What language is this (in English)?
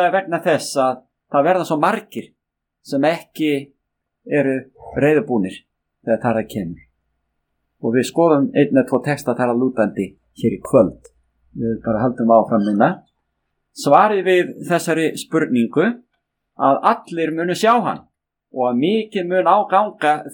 Icelandic